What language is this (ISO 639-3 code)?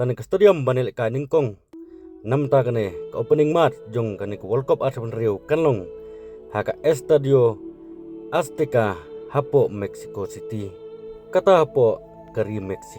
kha